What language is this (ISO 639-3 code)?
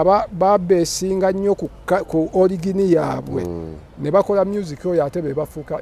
lug